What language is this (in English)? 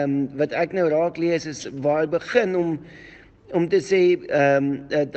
Afrikaans